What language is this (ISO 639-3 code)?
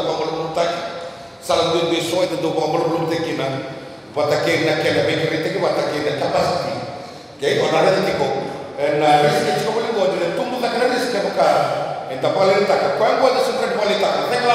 msa